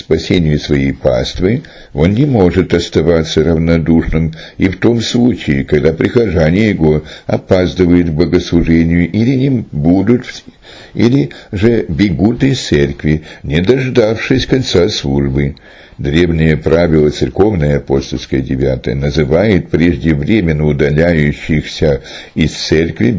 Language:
Russian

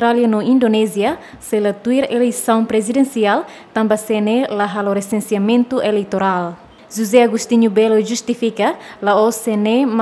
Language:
Tetum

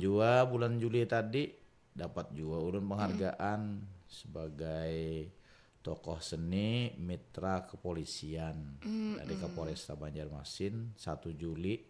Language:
Banjar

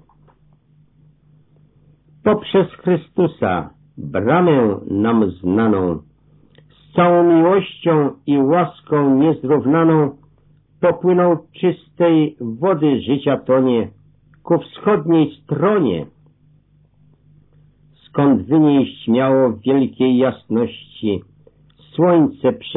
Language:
Polish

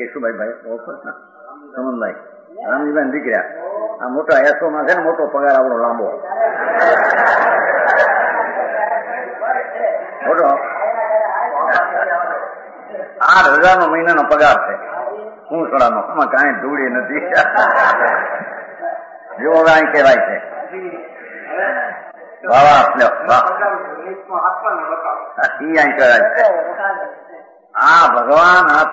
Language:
Gujarati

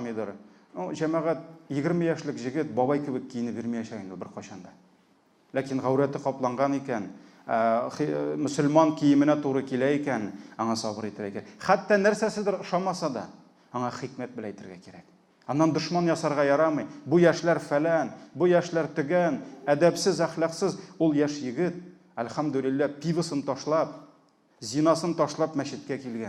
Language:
Tatar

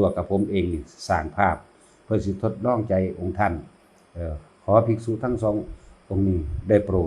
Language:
Northeastern Thai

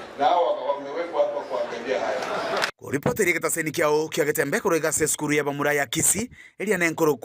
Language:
Gusii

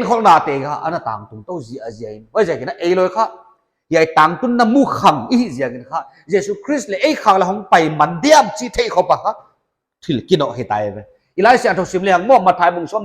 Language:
Paite Chin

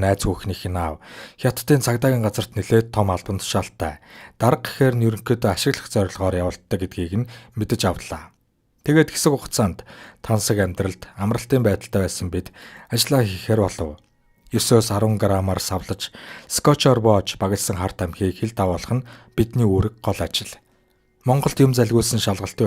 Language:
Mongolian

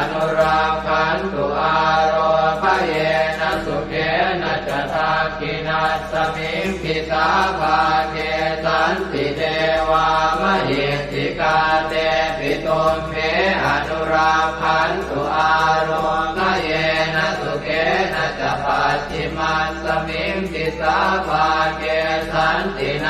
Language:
Pali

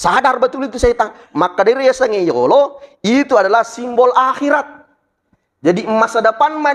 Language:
Buginese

